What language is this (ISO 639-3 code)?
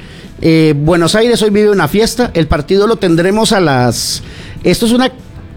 spa